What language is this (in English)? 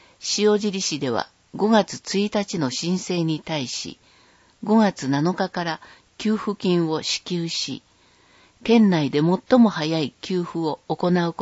Japanese